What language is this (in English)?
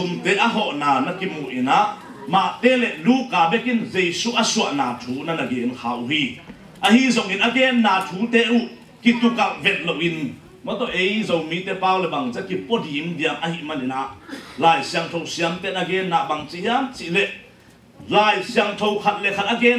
Tedim Chin